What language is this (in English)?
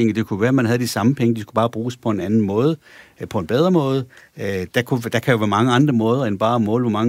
Danish